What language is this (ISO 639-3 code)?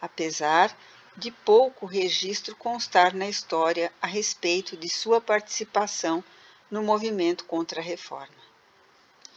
por